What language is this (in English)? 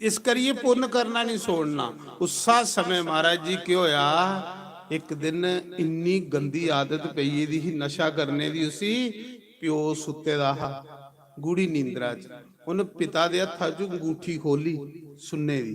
Dogri